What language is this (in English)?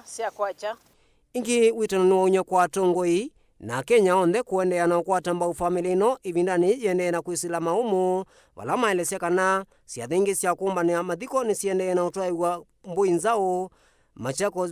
Kamba